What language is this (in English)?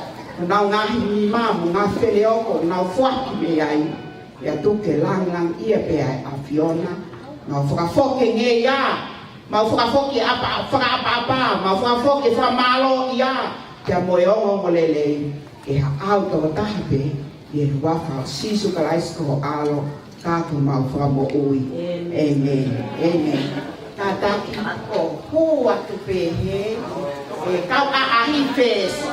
Tongan